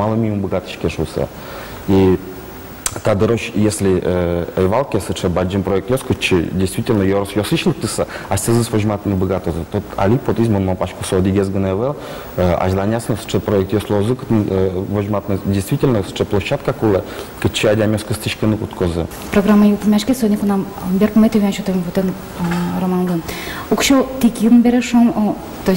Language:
Udmurt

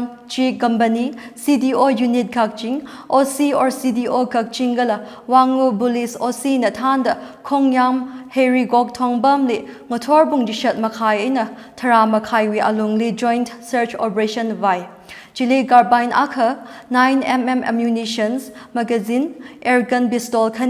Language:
Tangkhul Naga (India)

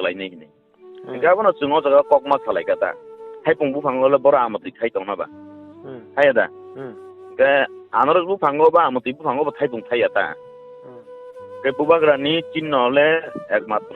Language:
Kok Borok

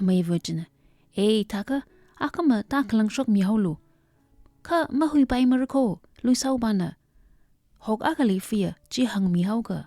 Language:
Tangkhul Naga (India)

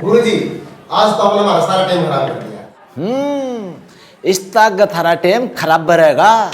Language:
Haryanvi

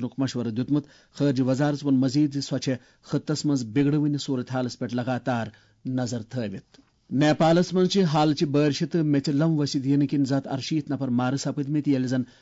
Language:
Kashmiri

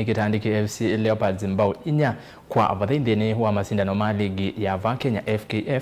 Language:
Kamba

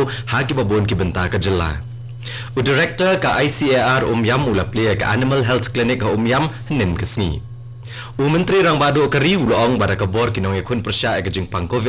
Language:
Khasi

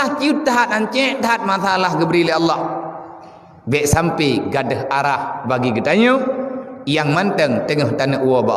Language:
Achinese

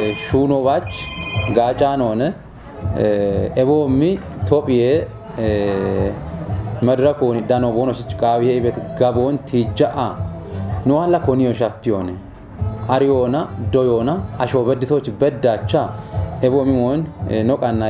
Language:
Kafa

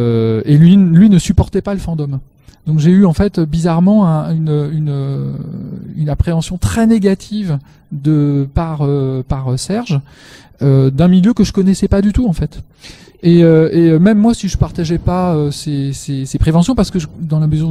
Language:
French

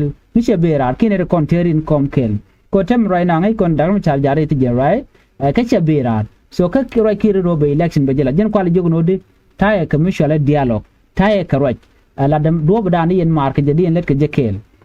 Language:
Nuer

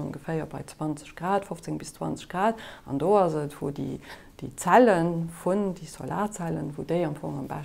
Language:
Luxembourgish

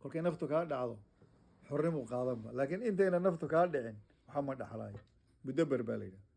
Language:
Somali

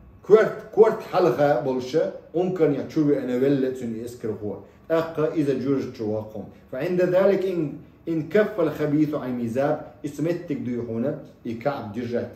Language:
Chechen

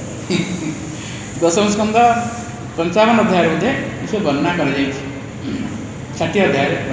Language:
Odia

